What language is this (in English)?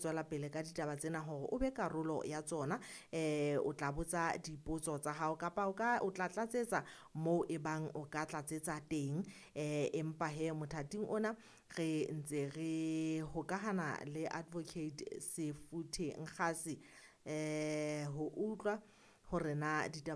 Southern Sotho